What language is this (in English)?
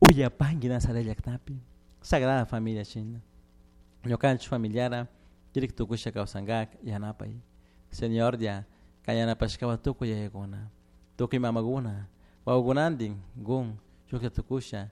Chimborazo Highland Quichua